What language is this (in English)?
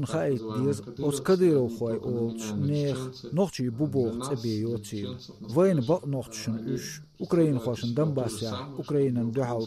Chechen